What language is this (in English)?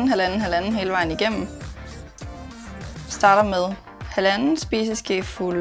Danish